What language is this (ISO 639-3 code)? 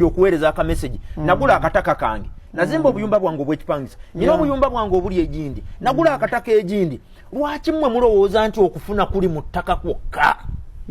lug